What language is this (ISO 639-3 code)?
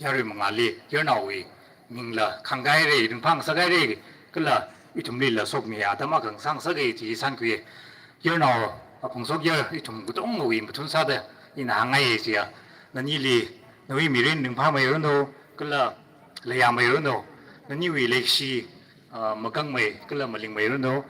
nmf